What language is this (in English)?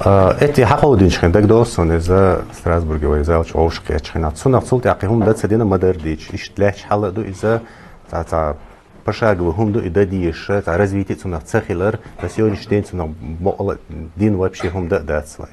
Chechen